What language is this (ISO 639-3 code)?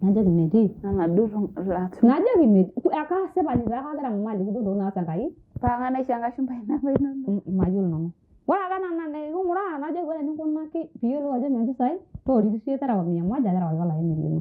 mas